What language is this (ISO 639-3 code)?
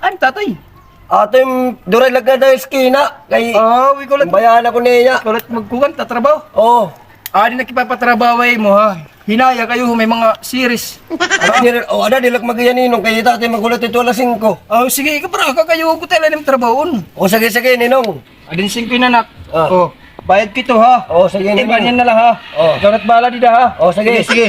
war